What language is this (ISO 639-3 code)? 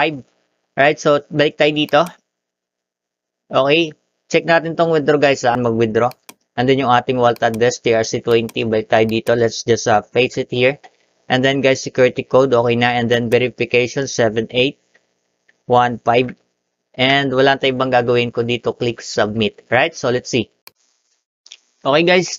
fil